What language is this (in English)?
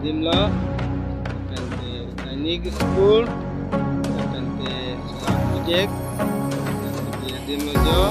Karbi